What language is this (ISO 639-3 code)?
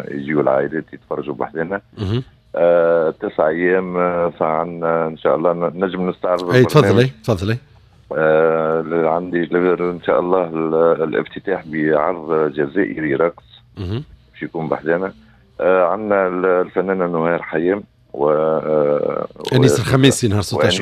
aeb